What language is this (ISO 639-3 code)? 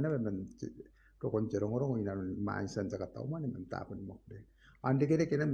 gil